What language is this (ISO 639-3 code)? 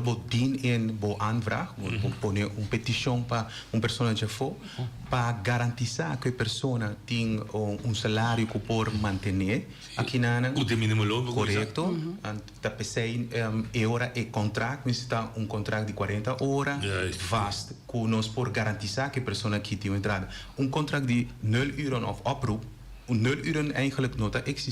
pap